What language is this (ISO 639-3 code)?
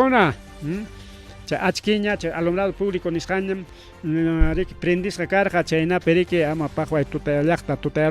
quy